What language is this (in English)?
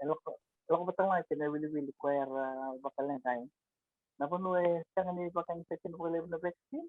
Fijian